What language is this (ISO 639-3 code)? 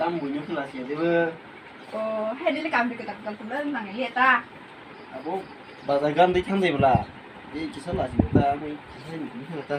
trp